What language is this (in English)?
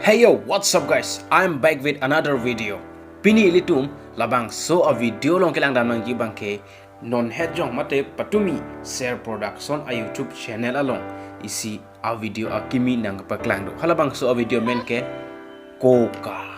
Karbi